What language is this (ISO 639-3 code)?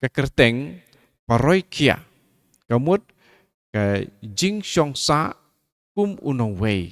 kha